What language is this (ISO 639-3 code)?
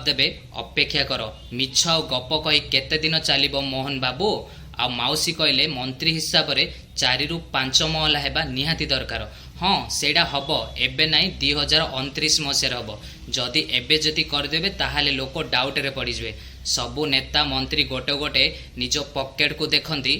ori